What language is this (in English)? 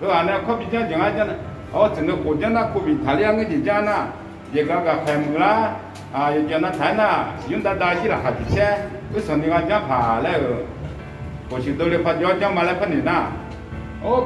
Akha